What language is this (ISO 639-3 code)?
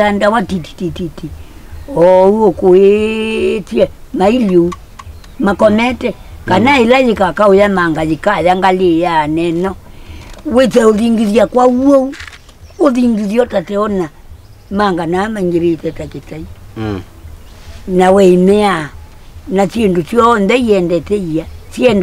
kam